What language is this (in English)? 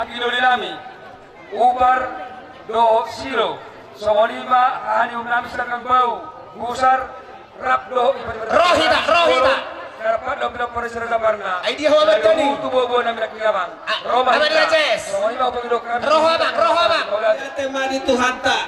Batak Toba